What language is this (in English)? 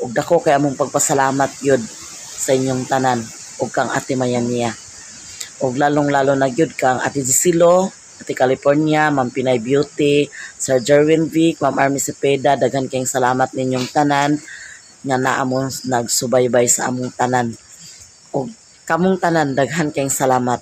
Cebuano